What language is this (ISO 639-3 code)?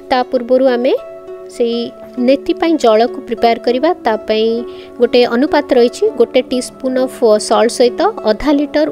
ori